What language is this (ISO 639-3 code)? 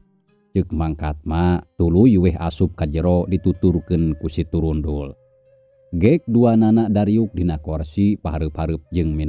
sun